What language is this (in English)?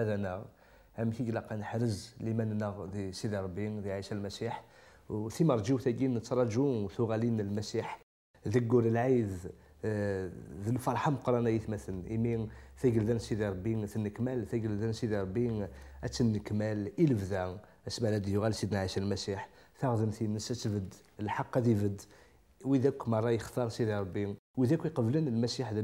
Kabyle